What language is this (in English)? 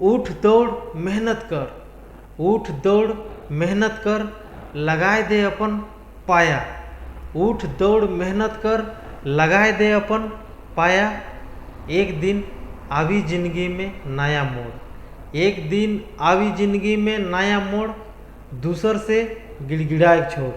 Sadri